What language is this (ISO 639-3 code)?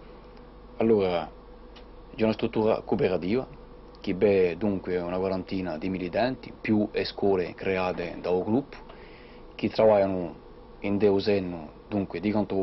cos